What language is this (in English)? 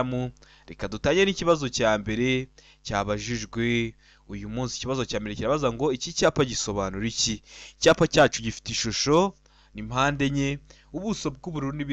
Kinyarwanda